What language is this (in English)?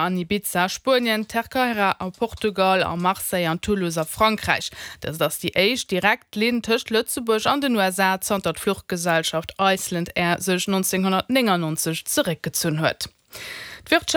Luxembourgish